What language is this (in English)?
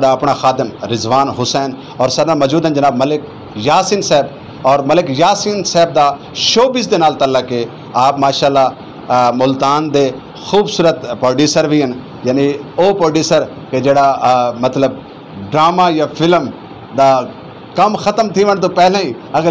Saraiki